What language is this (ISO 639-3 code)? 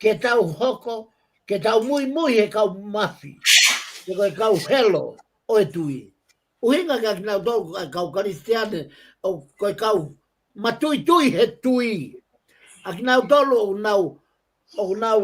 ton